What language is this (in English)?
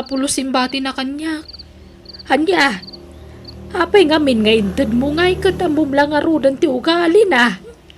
Iloko